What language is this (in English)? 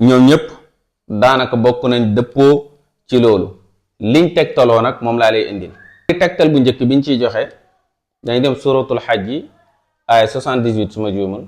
Wolof